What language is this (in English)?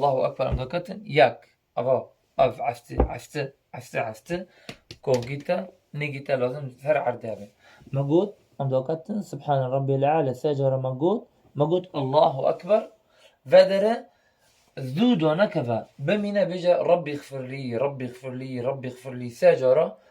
Kurdish